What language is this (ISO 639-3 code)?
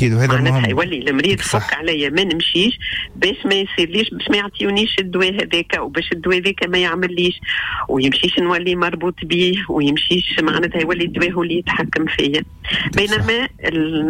aeb